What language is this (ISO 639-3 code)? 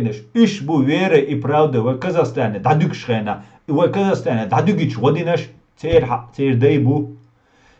che